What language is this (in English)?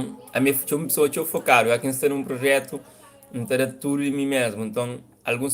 Kabuverdianu